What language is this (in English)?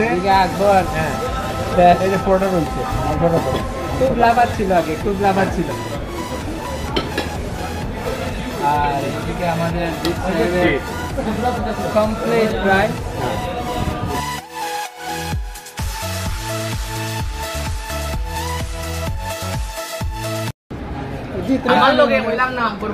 Bangla